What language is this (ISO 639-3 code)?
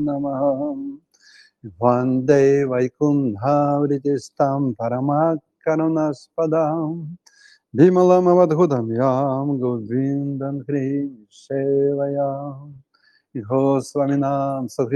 rus